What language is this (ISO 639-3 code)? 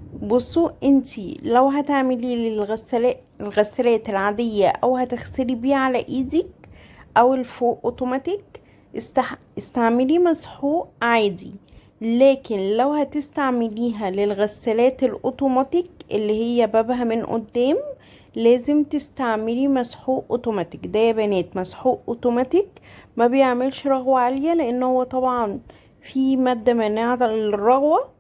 arz